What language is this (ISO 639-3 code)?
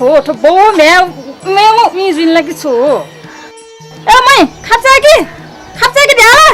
new